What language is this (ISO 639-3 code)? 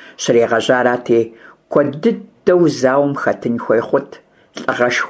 kbd